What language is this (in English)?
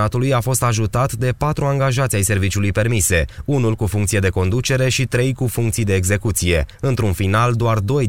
Romanian